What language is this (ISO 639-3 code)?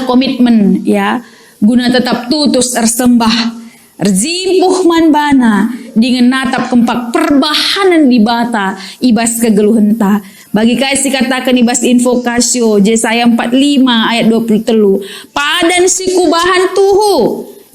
btx